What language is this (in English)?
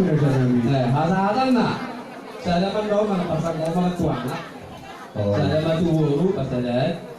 Batak Toba